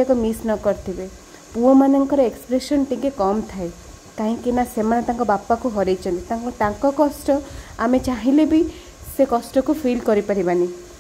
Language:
Odia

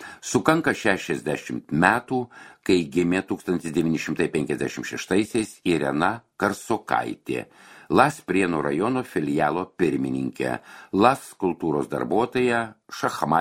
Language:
Lithuanian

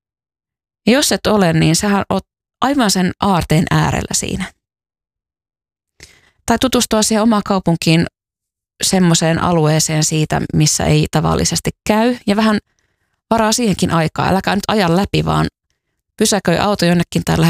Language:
Finnish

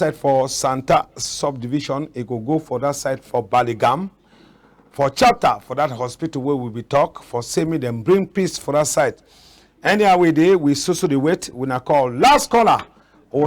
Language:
Cameroon Pidgin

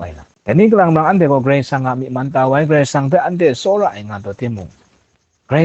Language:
Kachin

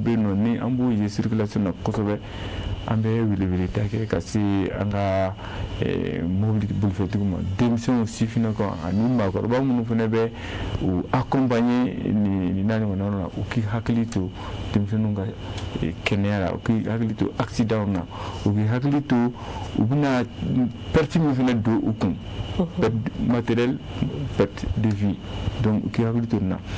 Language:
Bambara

